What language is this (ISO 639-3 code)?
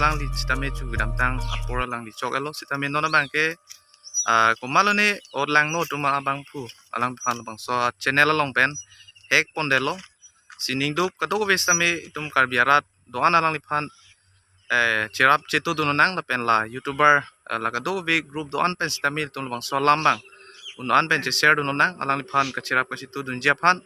mjw